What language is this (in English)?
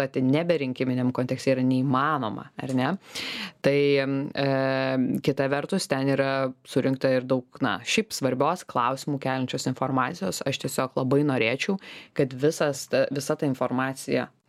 Lithuanian